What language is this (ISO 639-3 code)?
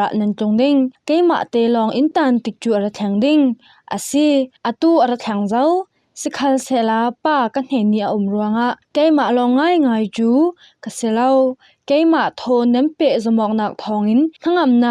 cfm